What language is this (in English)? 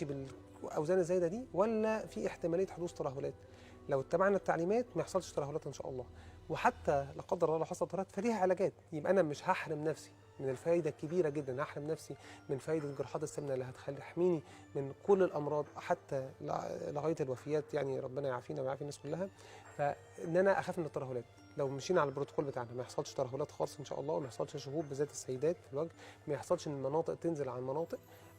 Egyptian Arabic